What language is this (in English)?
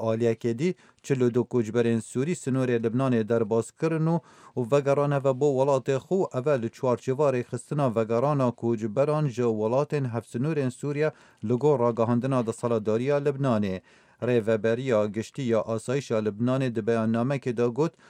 Kurdish